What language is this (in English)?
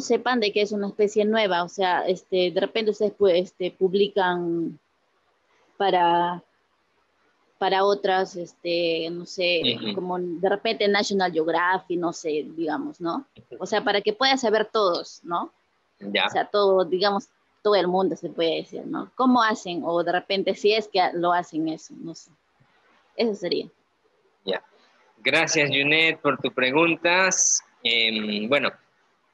Spanish